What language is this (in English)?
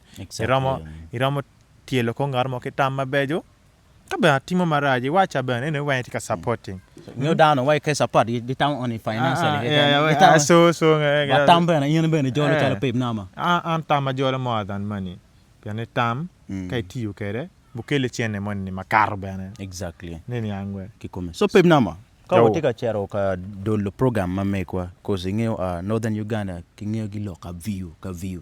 Acoli